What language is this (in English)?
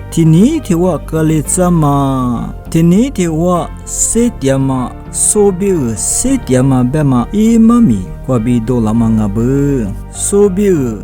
Lisu